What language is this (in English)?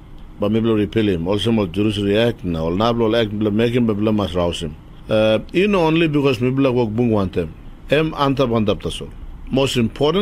Tok Pisin